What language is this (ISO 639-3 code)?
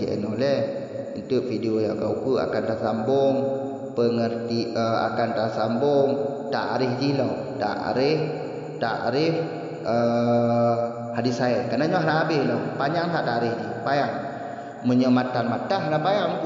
ace